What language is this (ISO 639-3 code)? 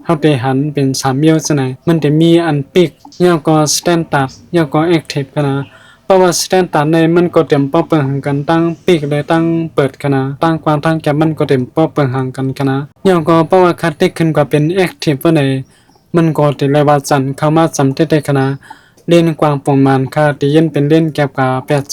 shn